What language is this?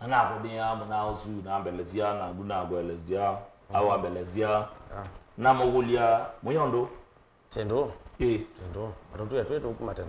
Kamba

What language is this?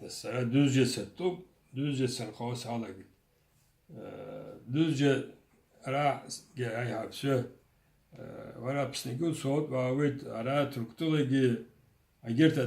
Abkhazian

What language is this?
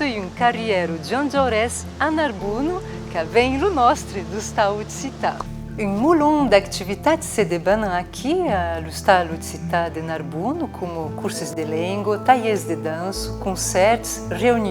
Occitan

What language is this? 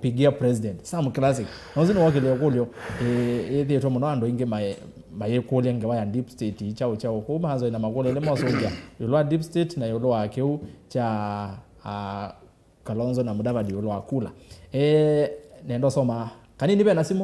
Kamba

